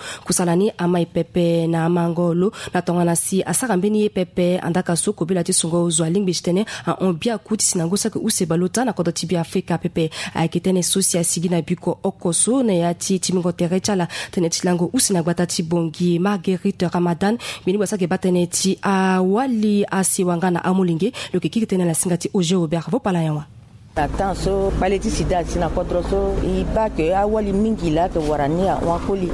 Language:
Sango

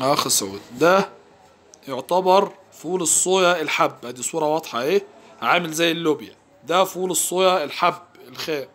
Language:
Egyptian Arabic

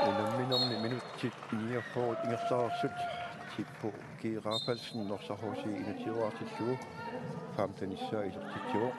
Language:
Kalaallisut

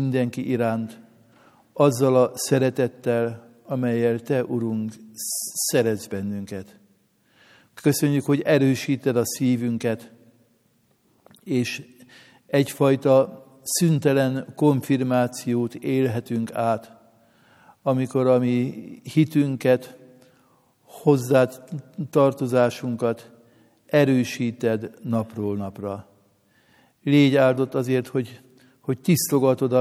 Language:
Hungarian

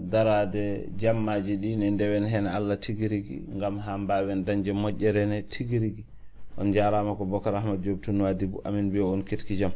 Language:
Fula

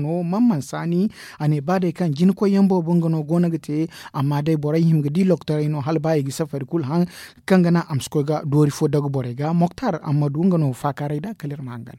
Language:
Zarma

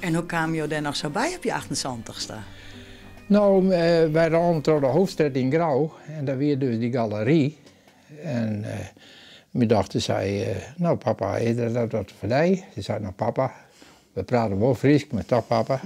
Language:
Western Frisian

